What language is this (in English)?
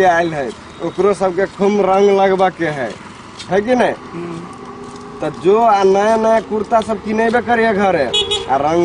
Maithili